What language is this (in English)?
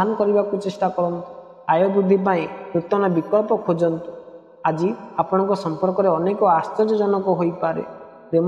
Odia